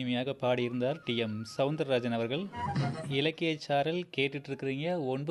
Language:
Tamil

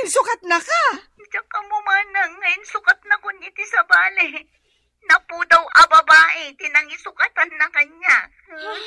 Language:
Iloko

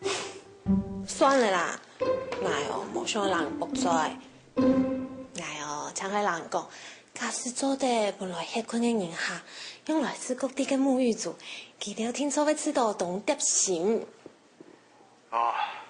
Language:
Hakka Chinese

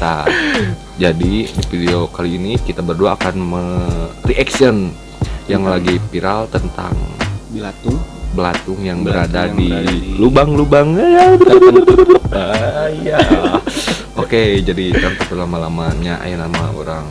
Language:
Sundanese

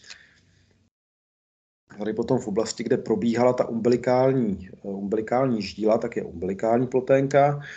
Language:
Czech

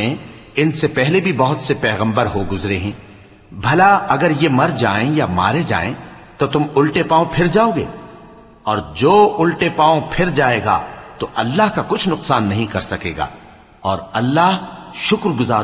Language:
Urdu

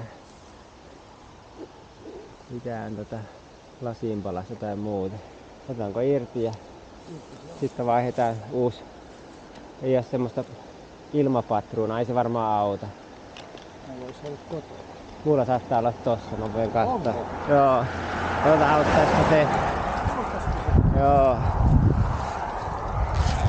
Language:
Finnish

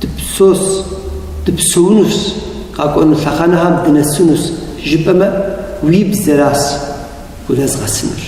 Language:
Kabardian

